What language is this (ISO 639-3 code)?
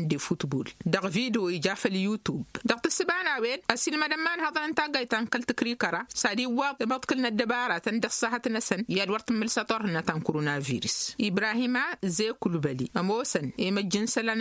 taq